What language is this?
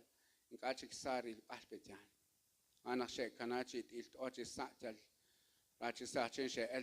Kekchí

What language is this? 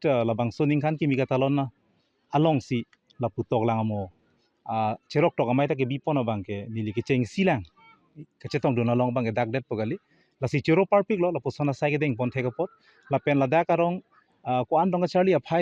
Karbi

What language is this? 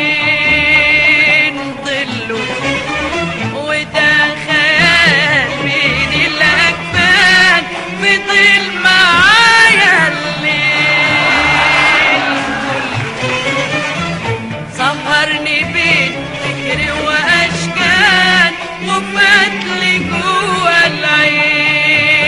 Egyptian Arabic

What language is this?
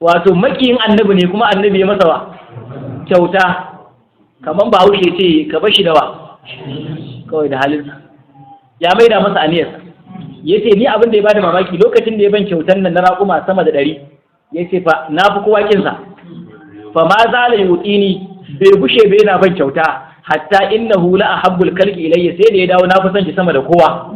Hausa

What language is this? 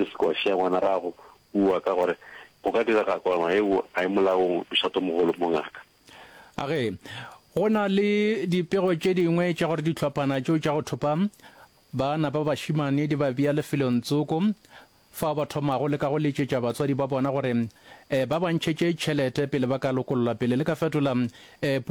Northern Sotho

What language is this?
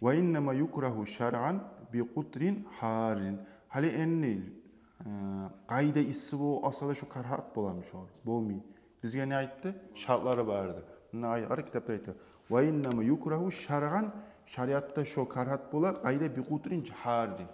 Kumyk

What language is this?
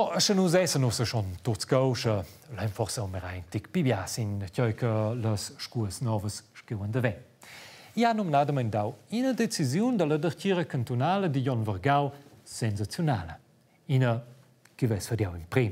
Romansh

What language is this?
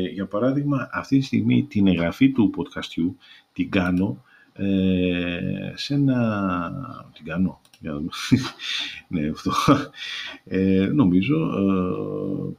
Greek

